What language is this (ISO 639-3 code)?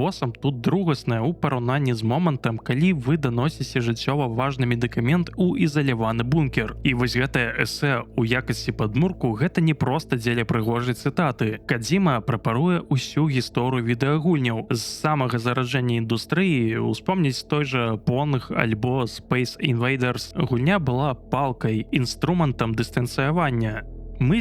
bel